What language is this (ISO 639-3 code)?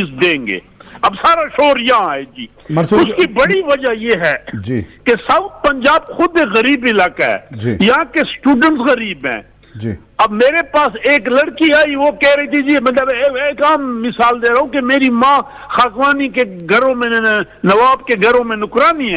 urd